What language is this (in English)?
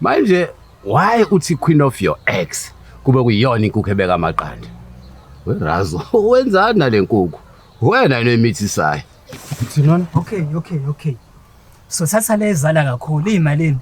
Zulu